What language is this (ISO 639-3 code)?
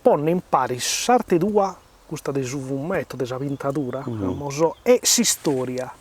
srd